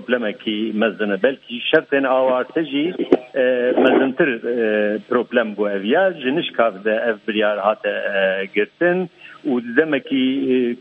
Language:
Kurdish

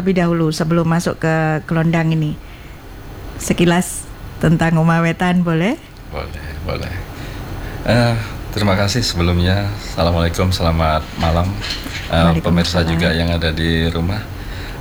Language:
Indonesian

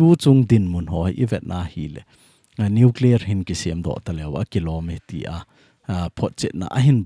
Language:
Thado Chin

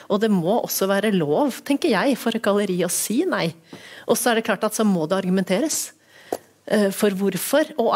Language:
Norwegian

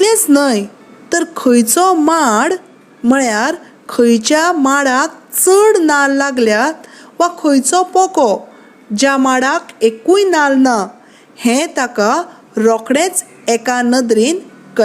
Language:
Konkani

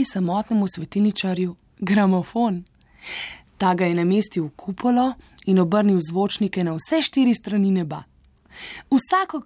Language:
Slovenian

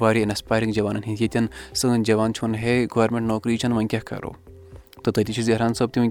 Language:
Kashmiri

